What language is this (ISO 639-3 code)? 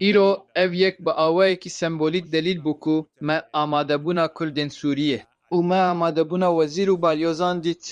kur